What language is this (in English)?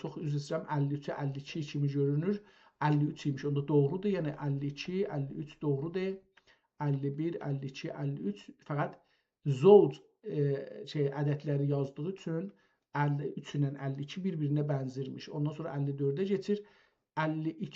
South Azerbaijani